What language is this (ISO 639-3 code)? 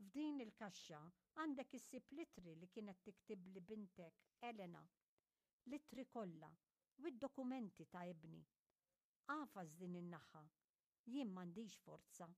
mlt